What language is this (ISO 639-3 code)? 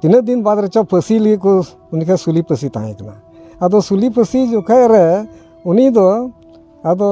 sat